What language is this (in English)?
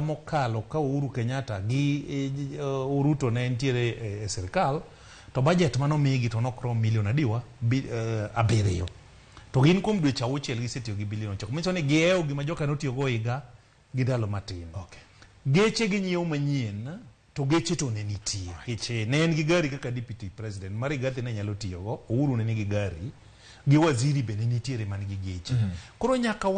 Luo (Kenya and Tanzania)